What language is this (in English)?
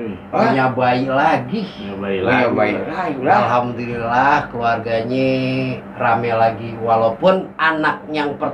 Betawi